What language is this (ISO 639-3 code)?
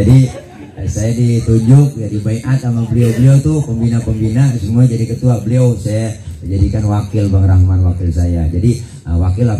bew